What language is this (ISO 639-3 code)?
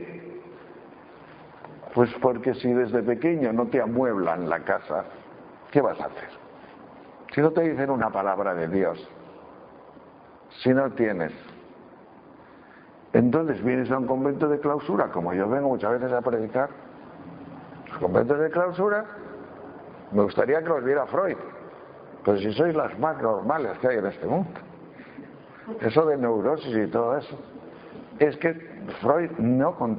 spa